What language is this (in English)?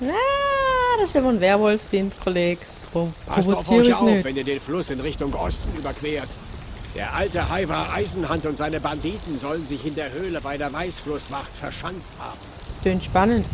Swiss German